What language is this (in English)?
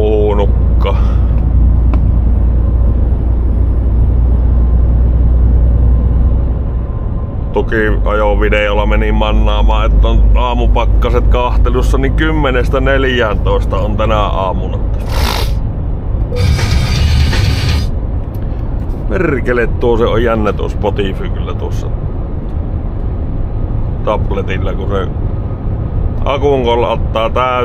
Finnish